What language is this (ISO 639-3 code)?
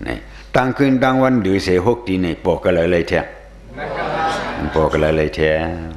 shn